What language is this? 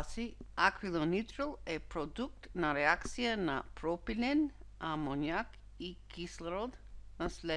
Macedonian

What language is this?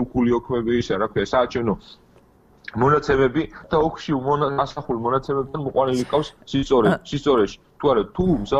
Georgian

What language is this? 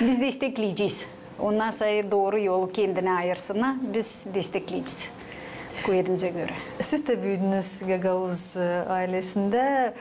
Gagauz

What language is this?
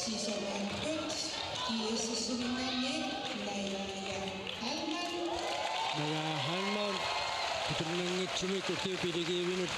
Kalaallisut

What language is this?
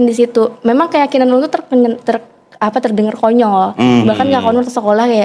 Banjar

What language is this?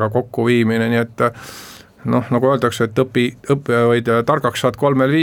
Estonian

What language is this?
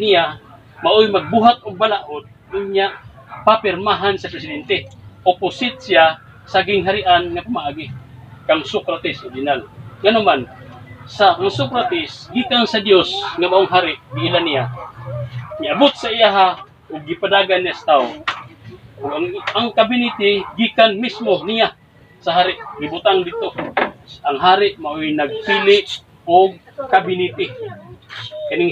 Cebuano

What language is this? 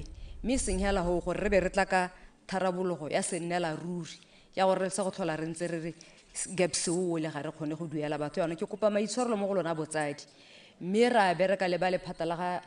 Tswana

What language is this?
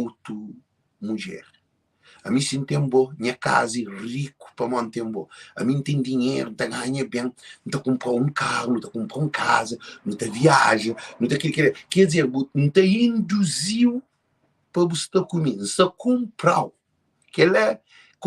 Kabuverdianu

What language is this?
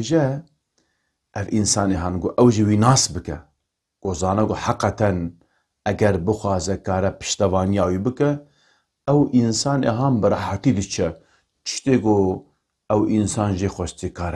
Kurdish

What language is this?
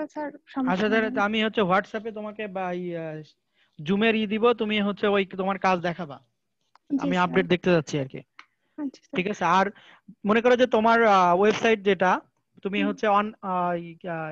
Bangla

